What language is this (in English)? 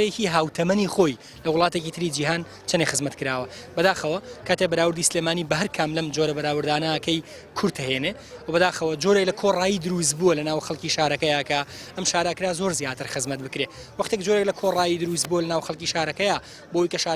Central Kurdish